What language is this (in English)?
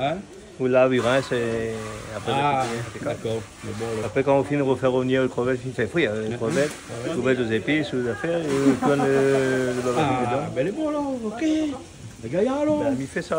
Réunion Creole French